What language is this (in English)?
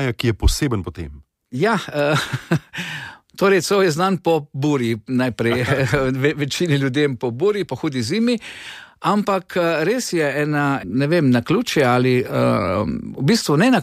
Slovenian